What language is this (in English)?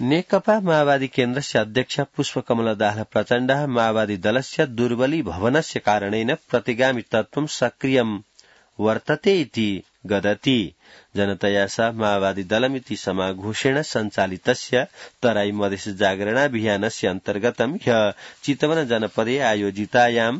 Sanskrit